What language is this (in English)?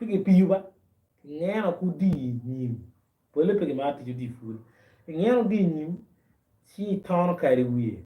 Acoli